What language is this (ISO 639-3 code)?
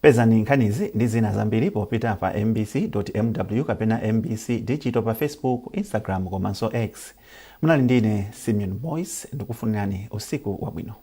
nya